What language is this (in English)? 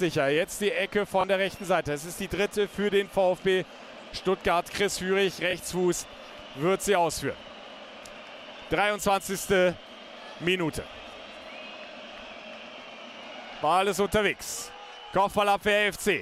German